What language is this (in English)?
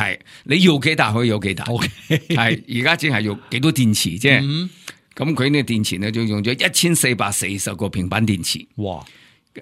Cantonese